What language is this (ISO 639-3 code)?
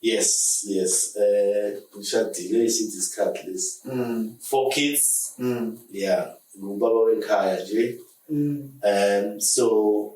zul